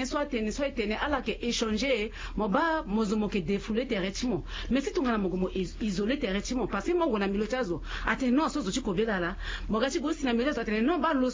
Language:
Sango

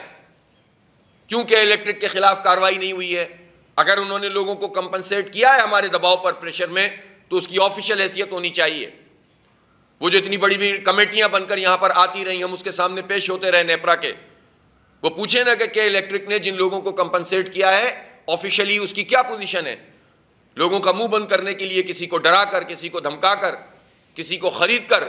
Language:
Urdu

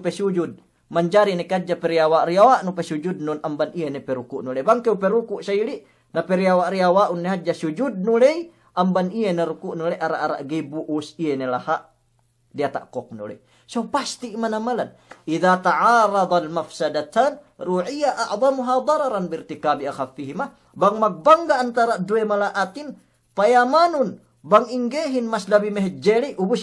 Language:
Yakan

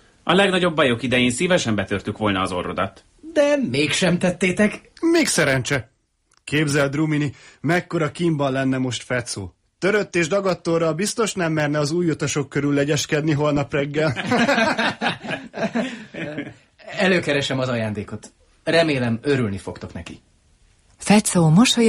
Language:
Hungarian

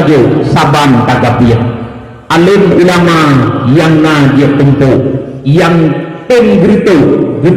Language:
Achinese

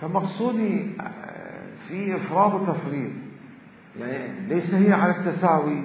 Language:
Mesopotamian Arabic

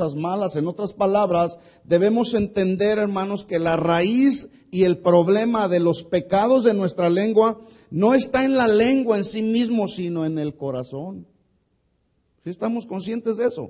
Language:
Spanish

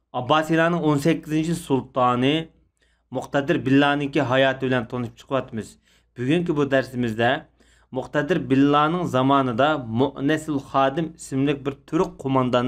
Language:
Uyghur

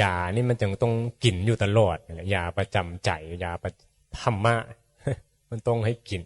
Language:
Northeastern Thai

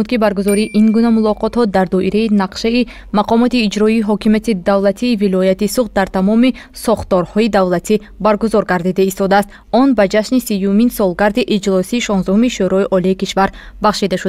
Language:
Tajik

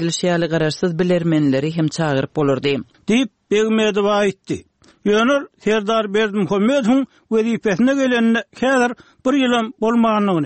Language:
Turkmen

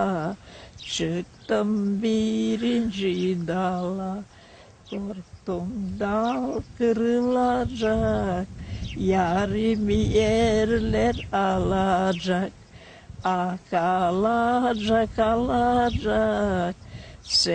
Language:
Gagauz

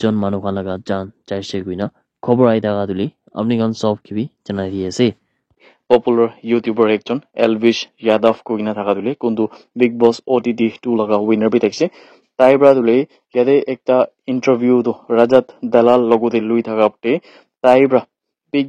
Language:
Naga Pidgin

